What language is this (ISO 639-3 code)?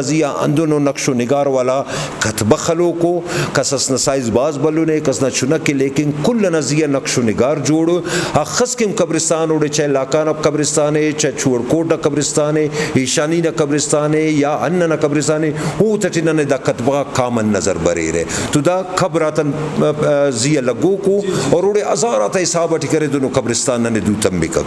brh